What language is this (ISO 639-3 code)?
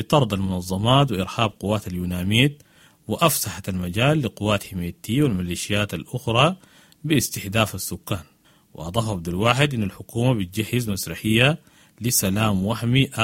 apd